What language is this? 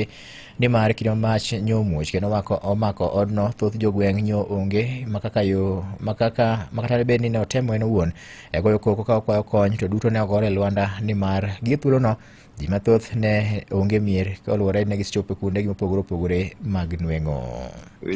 Luo (Kenya and Tanzania)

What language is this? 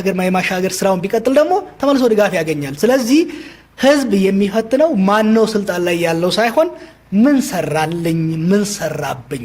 Amharic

